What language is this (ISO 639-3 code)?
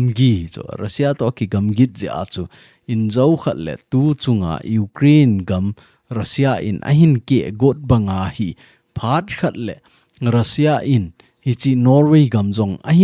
tcz